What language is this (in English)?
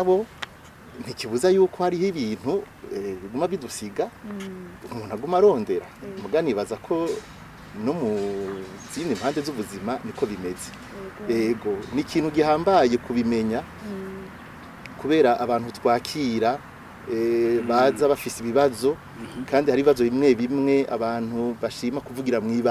Rundi